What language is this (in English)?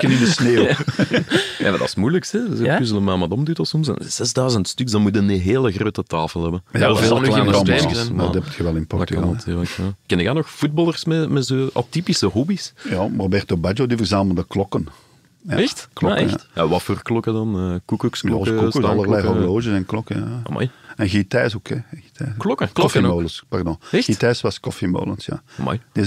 Dutch